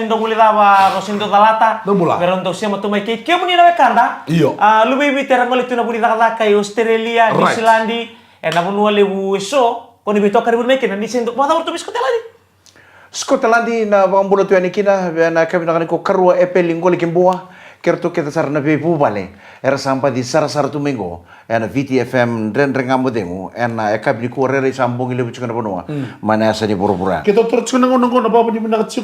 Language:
Fijian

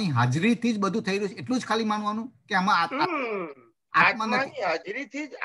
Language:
Gujarati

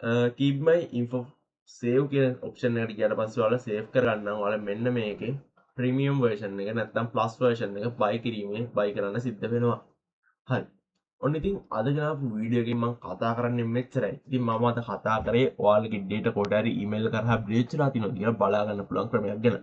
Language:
Sinhala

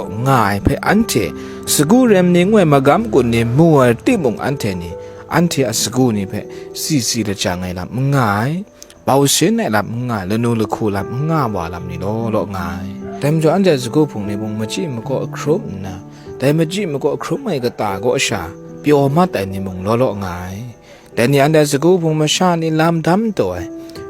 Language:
Kachin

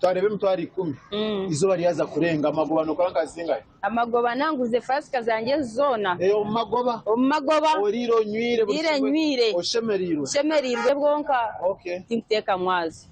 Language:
Nyankole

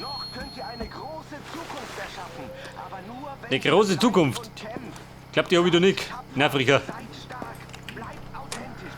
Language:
Bavarian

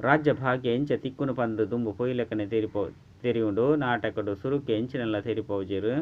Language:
Tulu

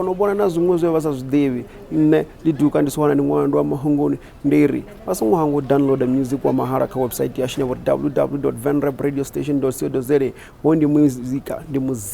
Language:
Venda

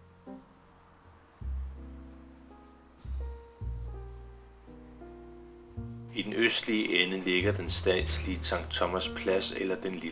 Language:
Danish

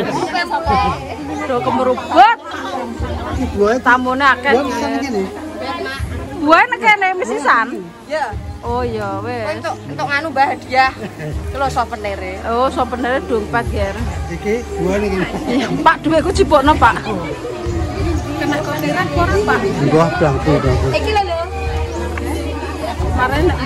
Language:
Javanese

